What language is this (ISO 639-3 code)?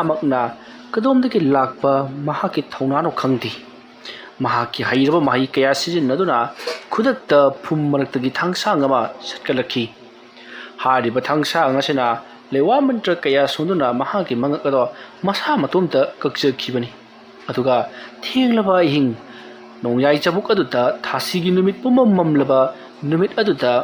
mni